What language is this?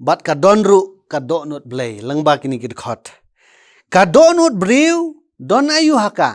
Khasi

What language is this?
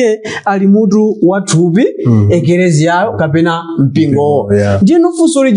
Nyanja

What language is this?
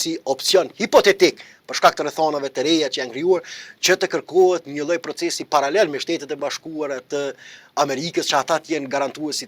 Albanian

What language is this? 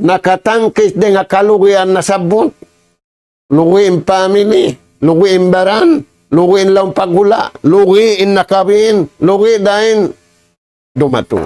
Tausug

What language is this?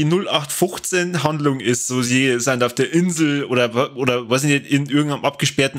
Bavarian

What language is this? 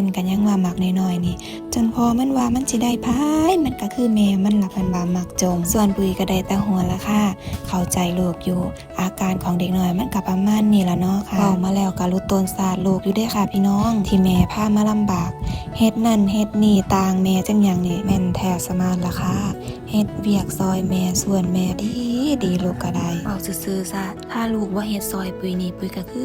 Northeastern Thai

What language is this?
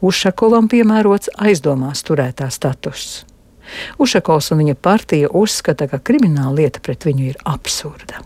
Latvian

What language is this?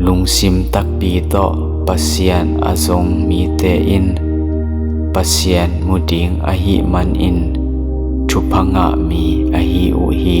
Tedim Chin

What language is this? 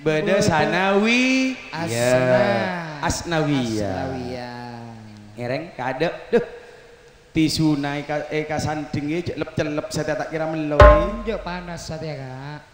Madurese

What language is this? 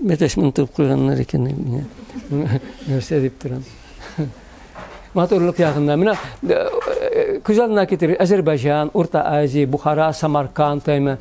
Tatar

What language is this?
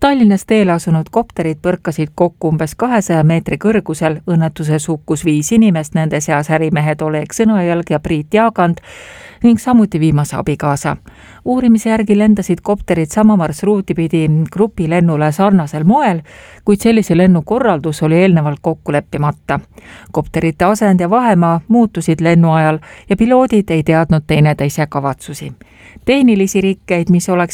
Estonian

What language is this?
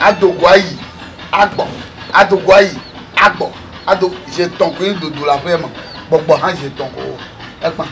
Ewe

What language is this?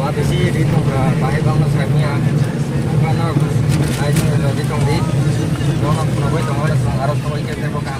Kok Borok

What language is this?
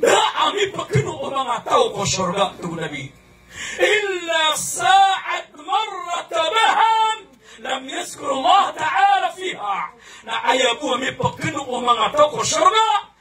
Maranao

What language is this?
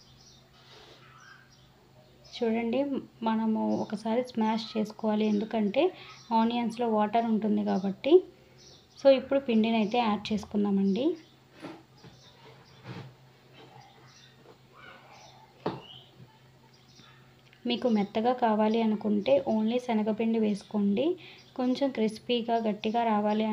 Telugu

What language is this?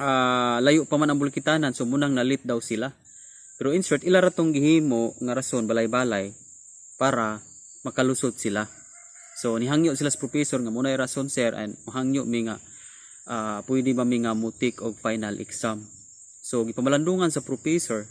Cebuano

